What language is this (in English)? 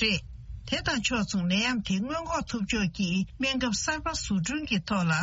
Tibetan